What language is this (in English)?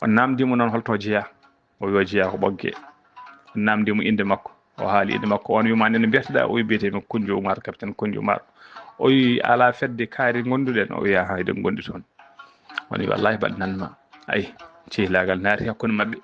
Fula